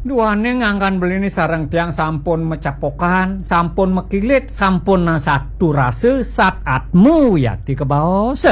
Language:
Balinese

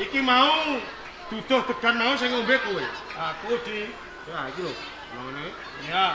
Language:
Javanese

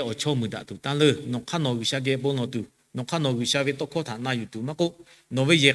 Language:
Lahu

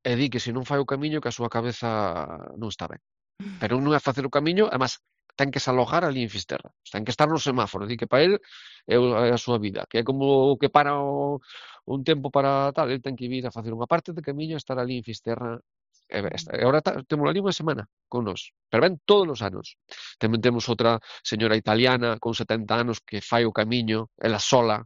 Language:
Galician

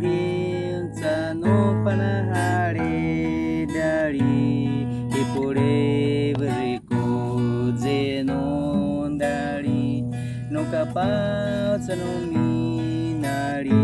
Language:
Baniwa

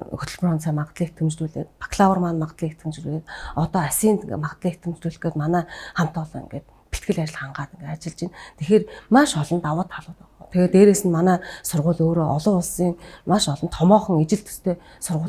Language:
Mongolian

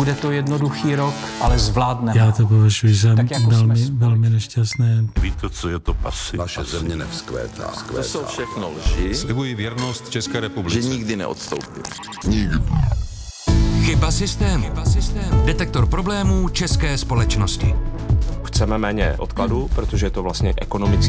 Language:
Czech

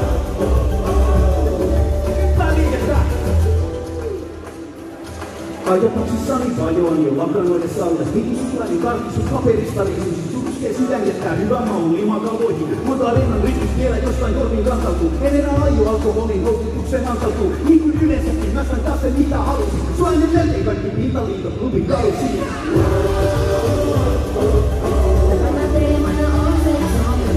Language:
Finnish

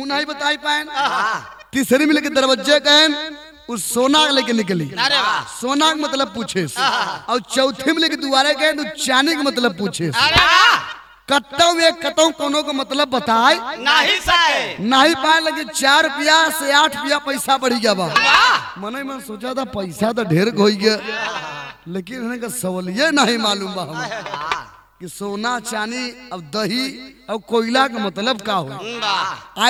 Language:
Bhojpuri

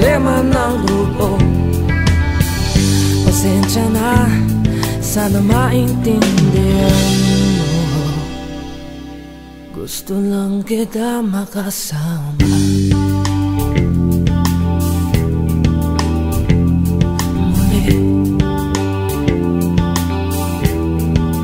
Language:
Filipino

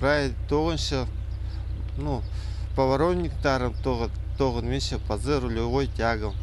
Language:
Khakas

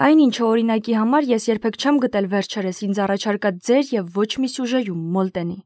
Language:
Armenian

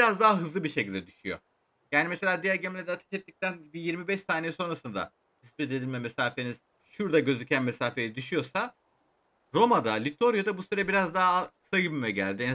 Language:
Turkish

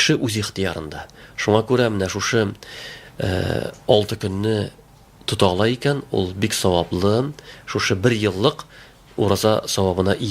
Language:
Tatar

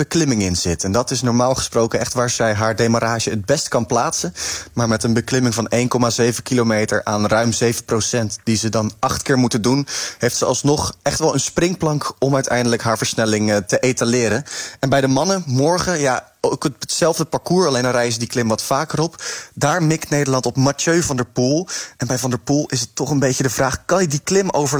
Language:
Dutch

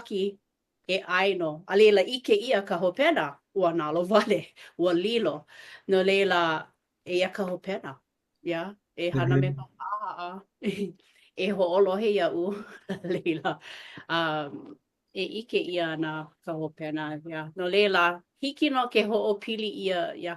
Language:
Hawaiian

